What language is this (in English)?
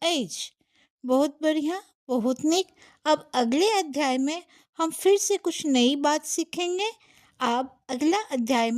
Maithili